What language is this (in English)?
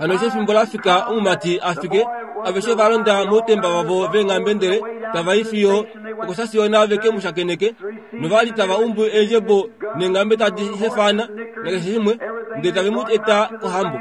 Kuanyama